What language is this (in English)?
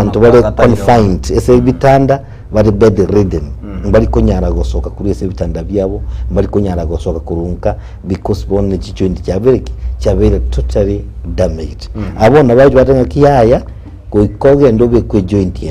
Gusii